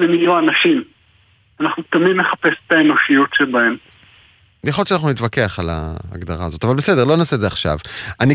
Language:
Hebrew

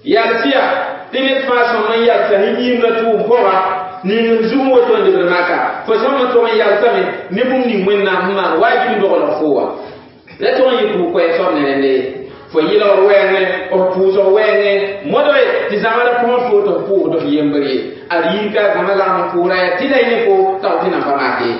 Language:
Mossi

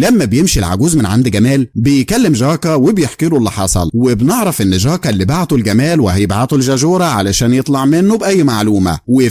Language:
Egyptian Arabic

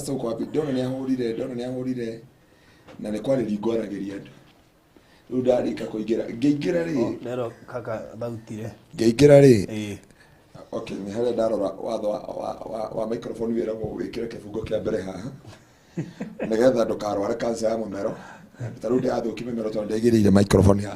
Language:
Kikuyu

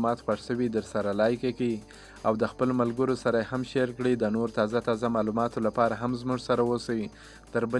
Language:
Pashto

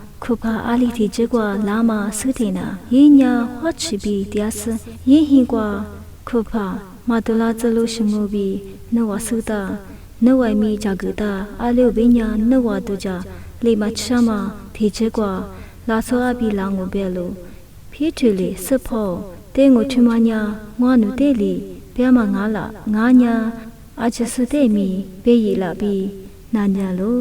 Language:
Lisu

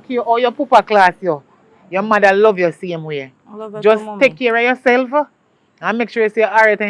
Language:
Jamaican Creole English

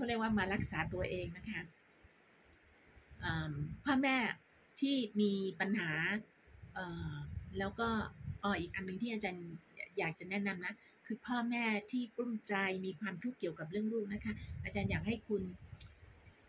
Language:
Thai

